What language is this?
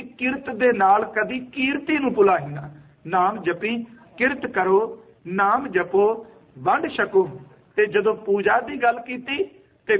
Punjabi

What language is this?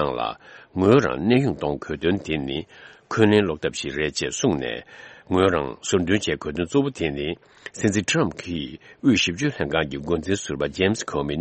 Tibetan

